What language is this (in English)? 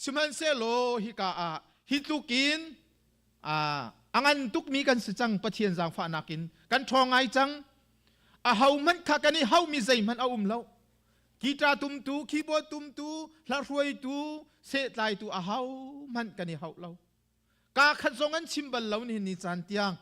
Hakha Chin